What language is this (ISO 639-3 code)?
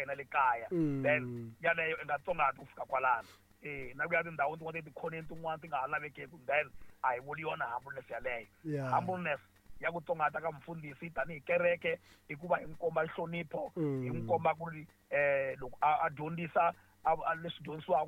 tso